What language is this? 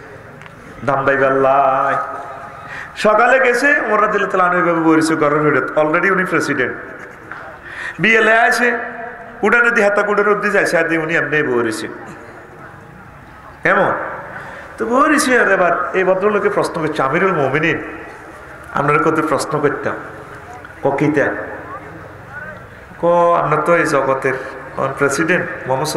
Bangla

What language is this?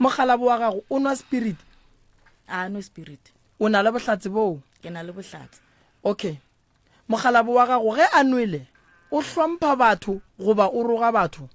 Northern Sotho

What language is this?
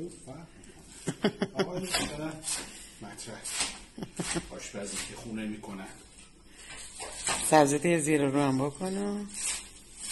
Persian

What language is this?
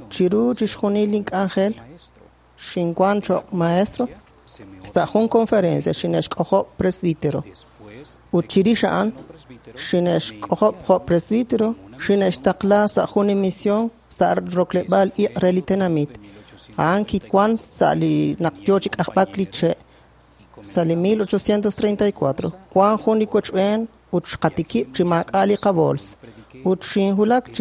Kekchí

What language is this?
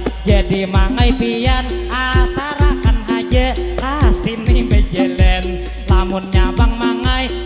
Banjar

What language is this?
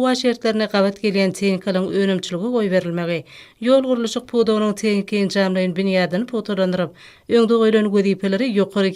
Turkmen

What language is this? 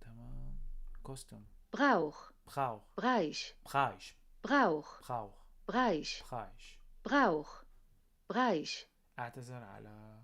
North Levantine Arabic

